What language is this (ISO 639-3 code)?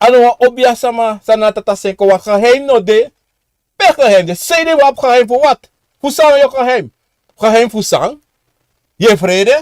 srn